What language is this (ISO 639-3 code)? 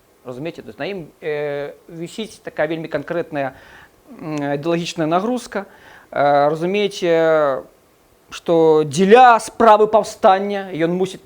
bel